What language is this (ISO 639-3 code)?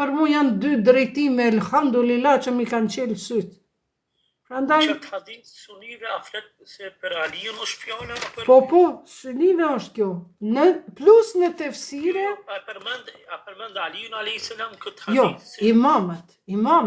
sqi